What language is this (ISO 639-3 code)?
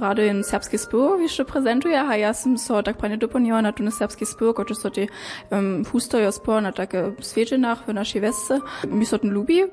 hsb